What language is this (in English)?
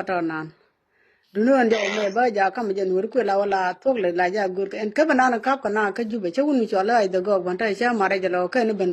Nuer